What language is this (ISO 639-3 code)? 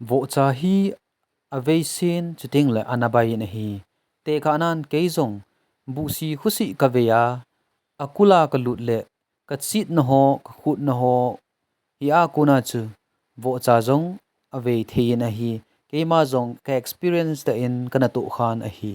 tcz